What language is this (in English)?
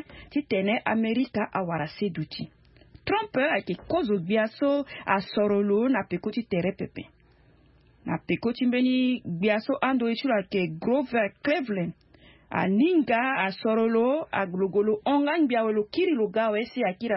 Sango